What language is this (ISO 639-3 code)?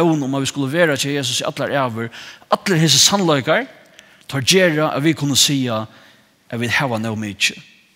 fao